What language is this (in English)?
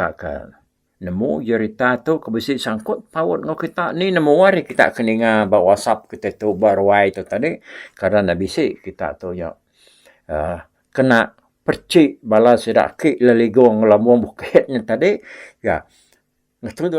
Iban